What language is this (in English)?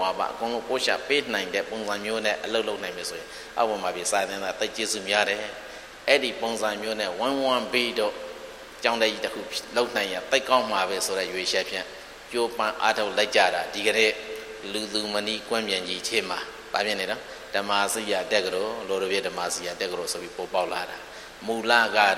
Burmese